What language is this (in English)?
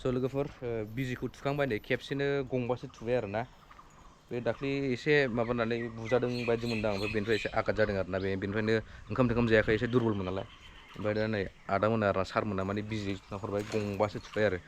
Bodo